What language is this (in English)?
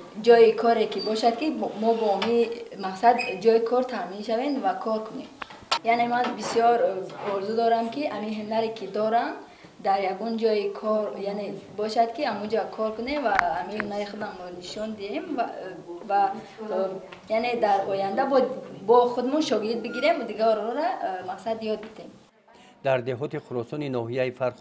Tajik